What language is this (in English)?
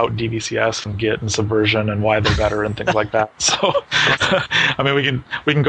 English